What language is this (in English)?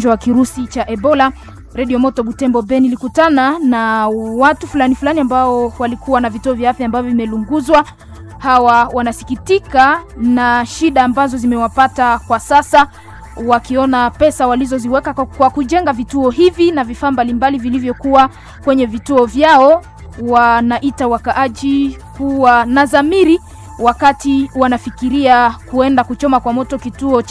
Swahili